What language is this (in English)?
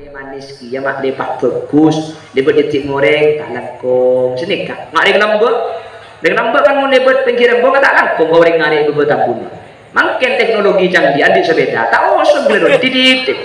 Madurese